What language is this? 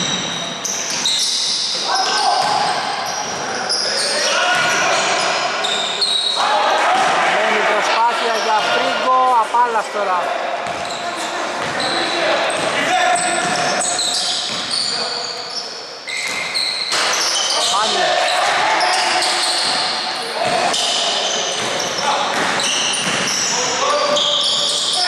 Greek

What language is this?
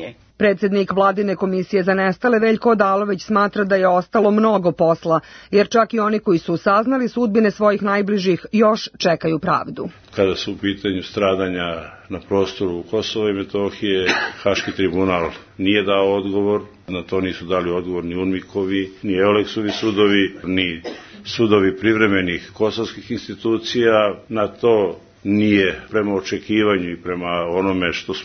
Serbian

